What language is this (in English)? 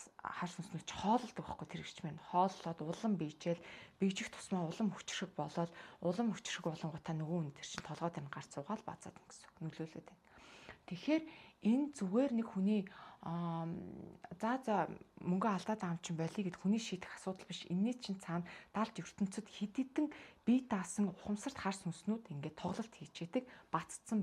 Mongolian